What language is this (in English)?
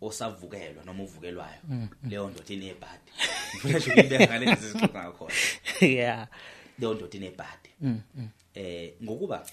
Zulu